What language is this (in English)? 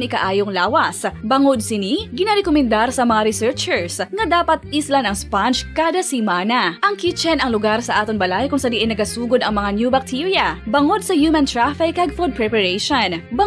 Hiligaynon